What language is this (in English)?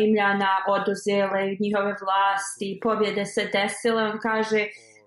Bosnian